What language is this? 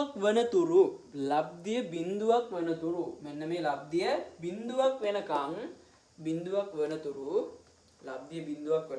Sinhala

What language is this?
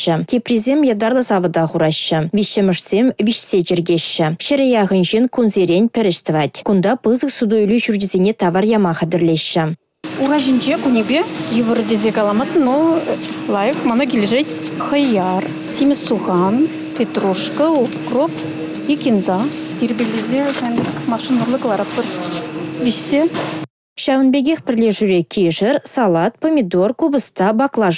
Chuvash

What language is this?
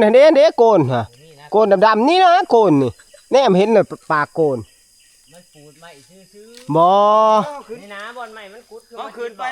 Northeastern Thai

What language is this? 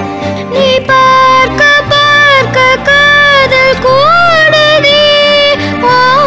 Tamil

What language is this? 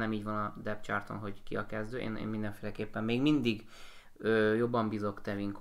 Hungarian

